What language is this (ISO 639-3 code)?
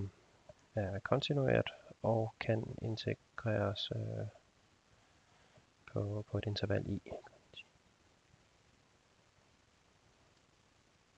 dan